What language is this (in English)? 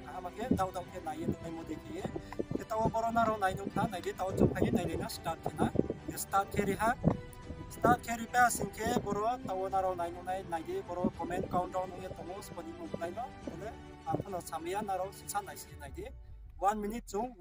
Riang (India)